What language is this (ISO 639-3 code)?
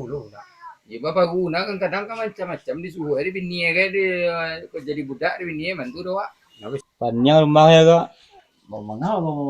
min